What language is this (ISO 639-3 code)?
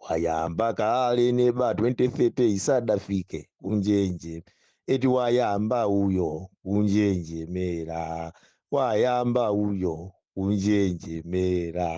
nya